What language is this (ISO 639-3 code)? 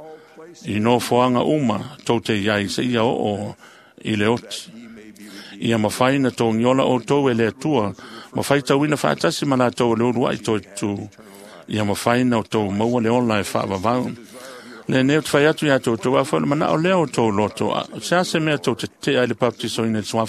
smo